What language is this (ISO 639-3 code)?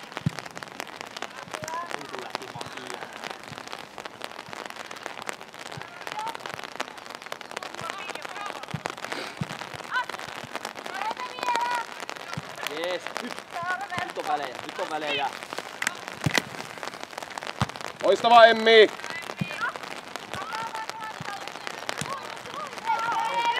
fin